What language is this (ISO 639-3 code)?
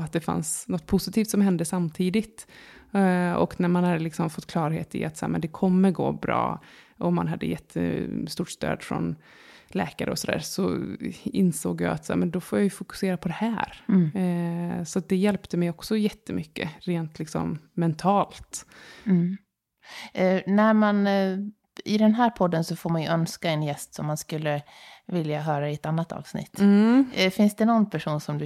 swe